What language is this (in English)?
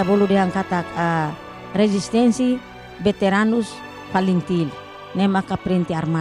Tetum